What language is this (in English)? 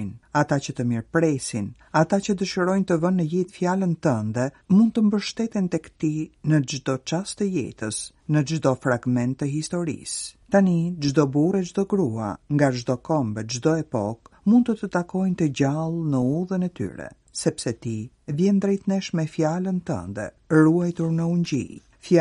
Albanian